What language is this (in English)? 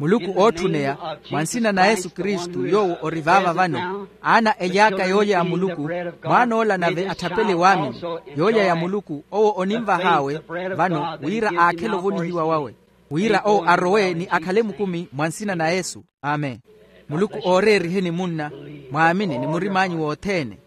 Makhuwa